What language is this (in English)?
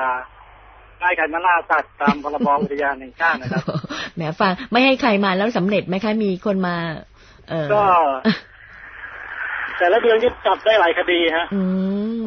Thai